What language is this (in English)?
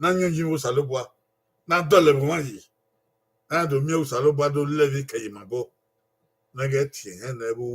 Bini